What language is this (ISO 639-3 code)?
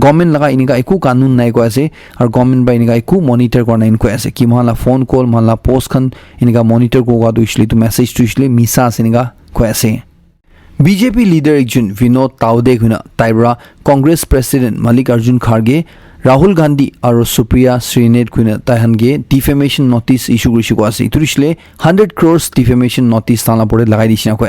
nag